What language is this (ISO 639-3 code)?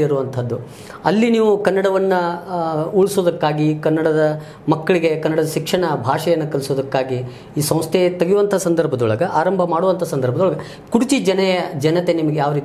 kan